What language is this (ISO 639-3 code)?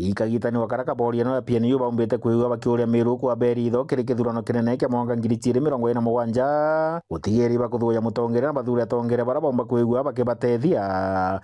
mer